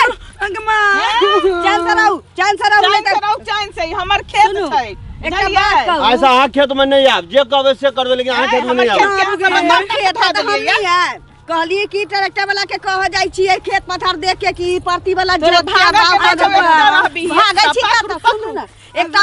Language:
Maithili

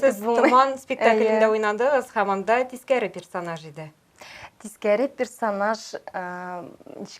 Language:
Tatar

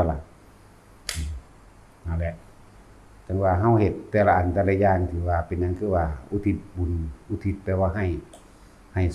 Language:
Lao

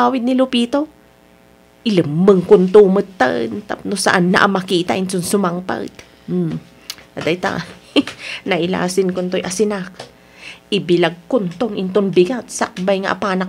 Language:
Iloko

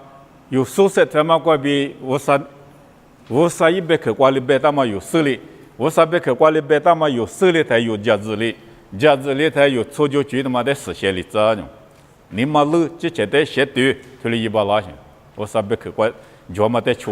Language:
Lisu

